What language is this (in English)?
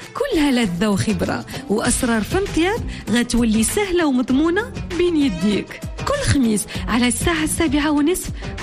Moroccan Arabic